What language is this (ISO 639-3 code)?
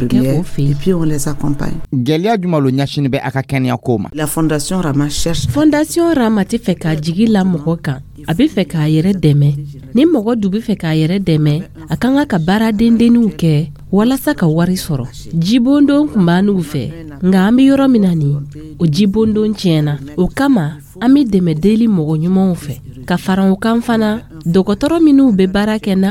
dyu